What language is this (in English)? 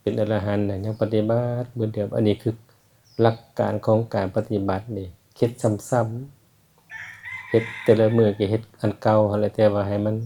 Lao